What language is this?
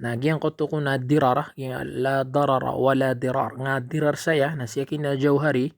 Maranao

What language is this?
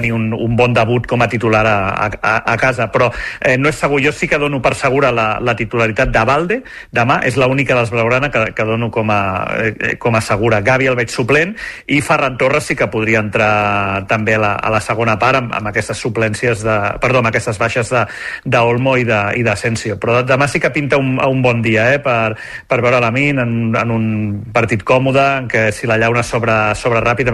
Catalan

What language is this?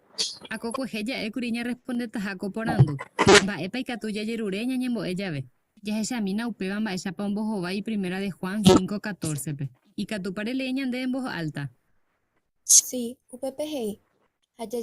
Guarani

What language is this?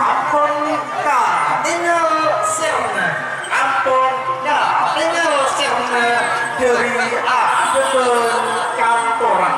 Madurese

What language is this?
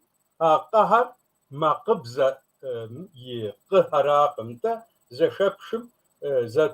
Kabardian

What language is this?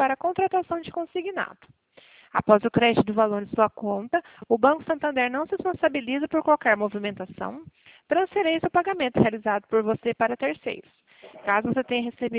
Portuguese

